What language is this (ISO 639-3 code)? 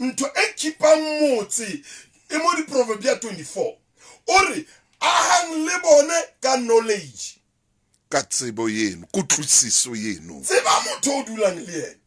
sot